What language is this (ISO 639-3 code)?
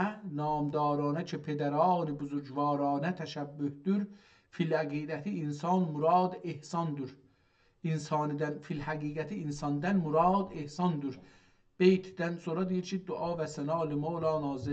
azb